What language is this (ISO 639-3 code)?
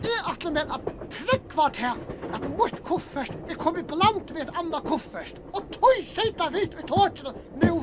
fao